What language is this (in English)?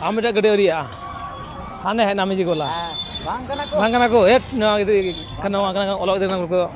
Santali